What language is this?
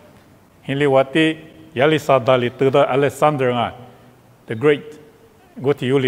Lisu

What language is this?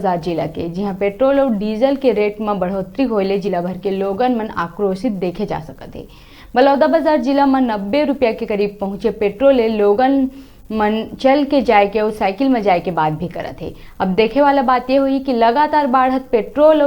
Chhattisgarhi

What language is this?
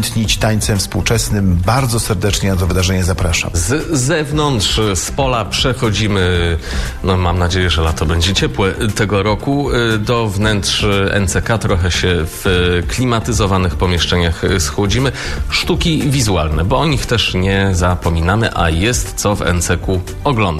Polish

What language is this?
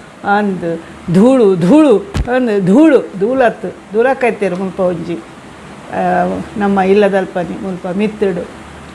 Tulu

